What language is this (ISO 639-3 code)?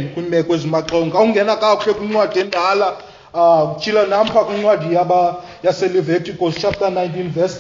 xho